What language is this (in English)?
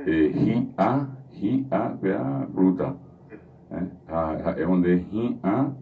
Guarani